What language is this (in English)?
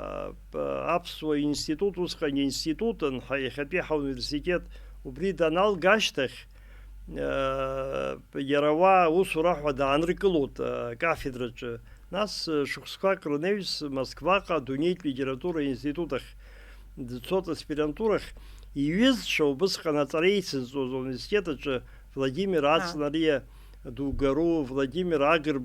Abkhazian